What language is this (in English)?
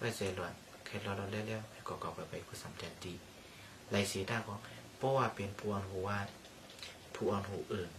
Shan